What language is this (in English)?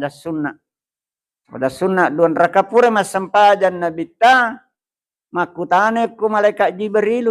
Buginese